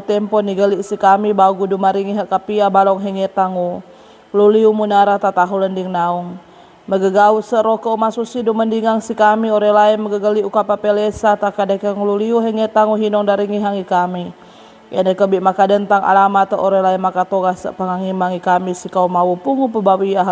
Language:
Sangir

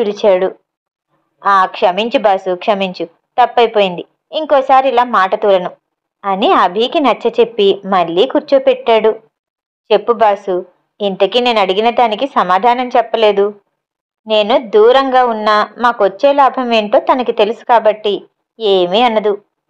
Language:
Telugu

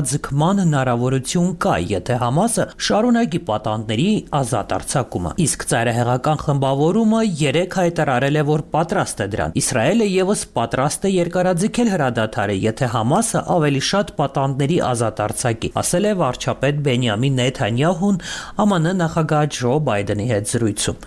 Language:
Armenian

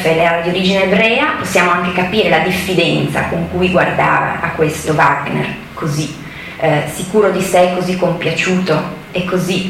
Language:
Italian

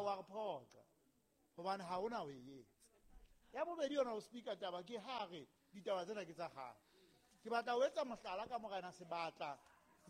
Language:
Southern Sotho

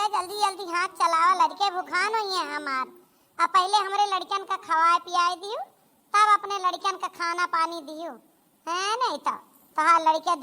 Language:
Awadhi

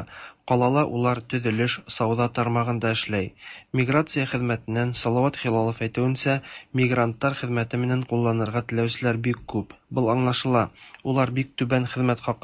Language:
Tatar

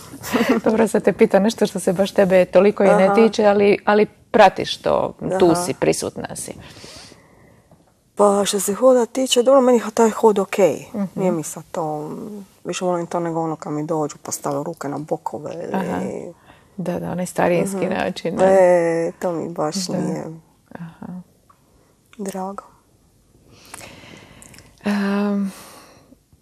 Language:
Croatian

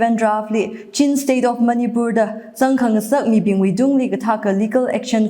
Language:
Tangkhul Naga (India)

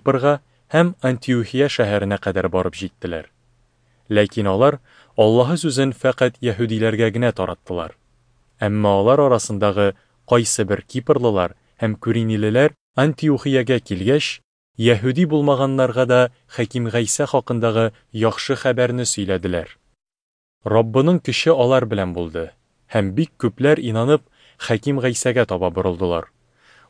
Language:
Tatar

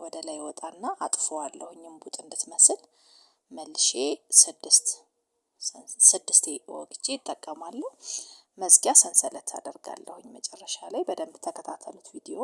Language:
Amharic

